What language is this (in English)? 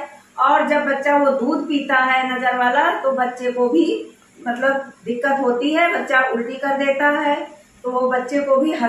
Hindi